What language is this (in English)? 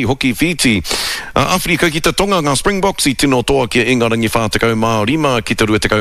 Māori